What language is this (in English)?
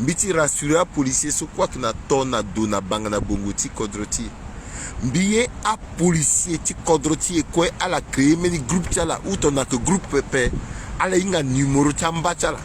Sango